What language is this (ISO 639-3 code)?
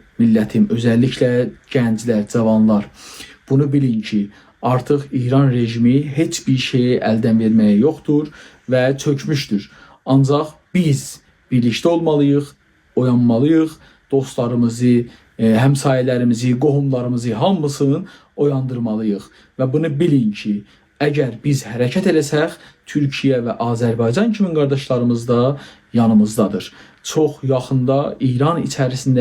azb